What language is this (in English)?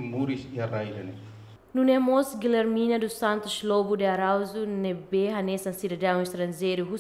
Tetum